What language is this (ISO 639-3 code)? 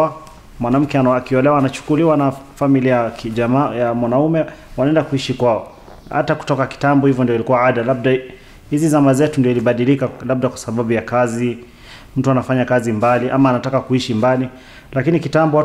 swa